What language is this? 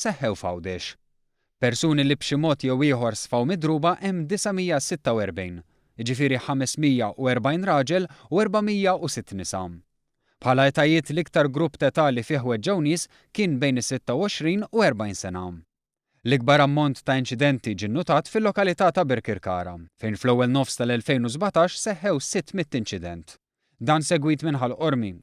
Maltese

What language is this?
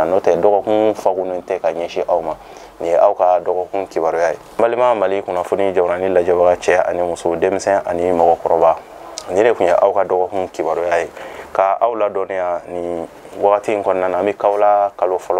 Bambara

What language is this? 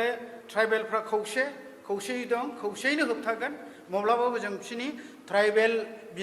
Bodo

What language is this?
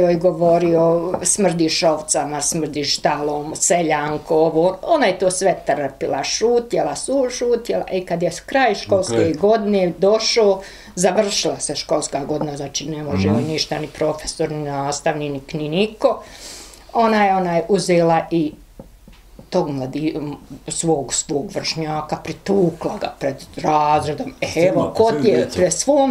Bosnian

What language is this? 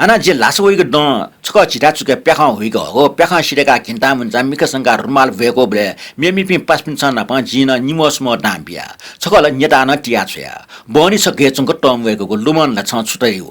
Newari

